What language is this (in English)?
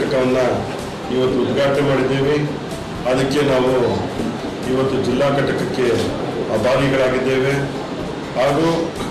Kannada